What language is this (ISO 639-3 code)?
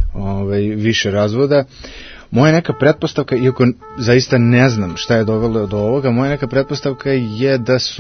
srp